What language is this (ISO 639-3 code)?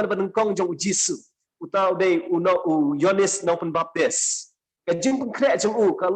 kha